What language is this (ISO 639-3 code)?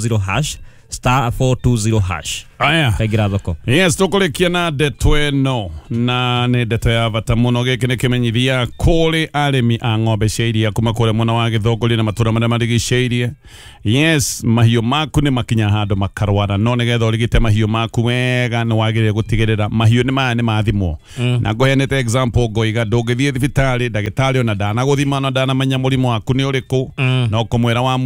kik